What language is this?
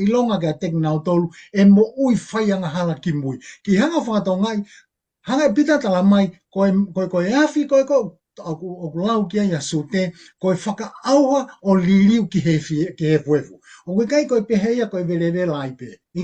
Tongan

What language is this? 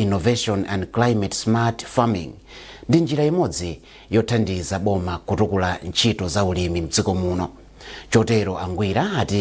Nyanja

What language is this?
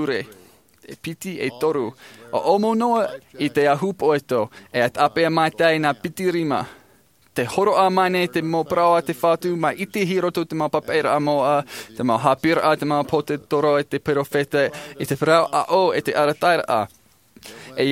Tahitian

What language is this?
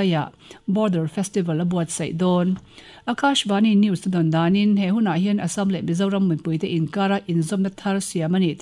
Mizo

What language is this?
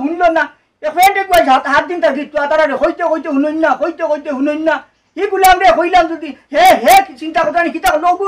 Sylheti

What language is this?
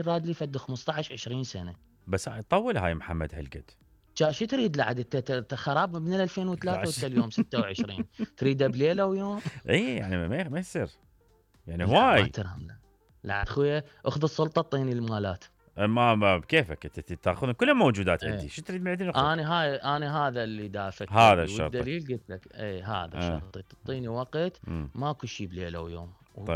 Mesopotamian Arabic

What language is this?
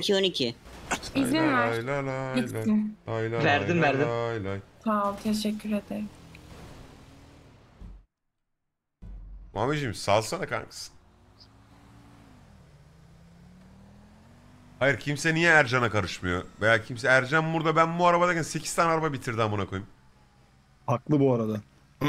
Turkish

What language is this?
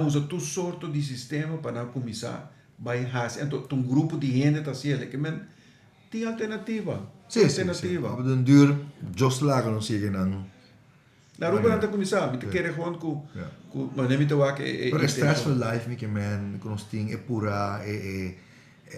Papiamento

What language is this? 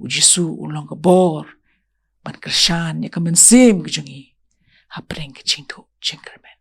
Khasi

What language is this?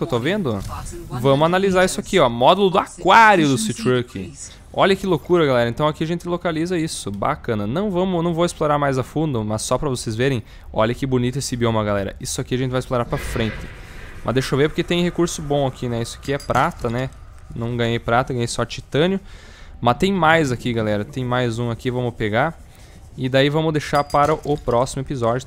Portuguese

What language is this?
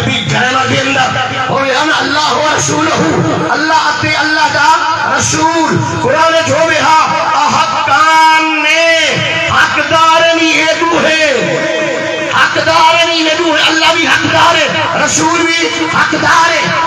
Saraiki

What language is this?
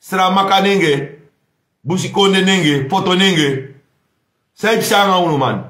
Sranan Tongo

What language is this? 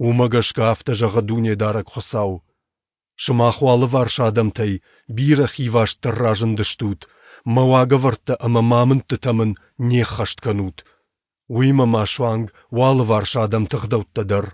Ossetic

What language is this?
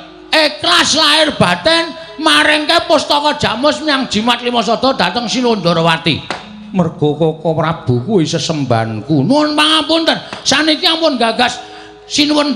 Javanese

